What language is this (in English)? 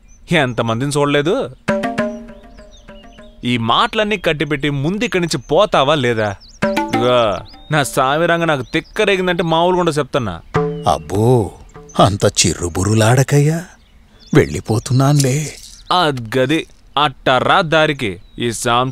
Telugu